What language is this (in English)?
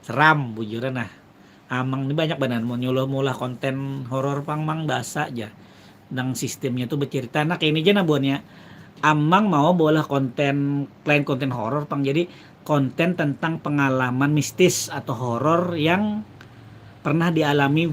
Banjar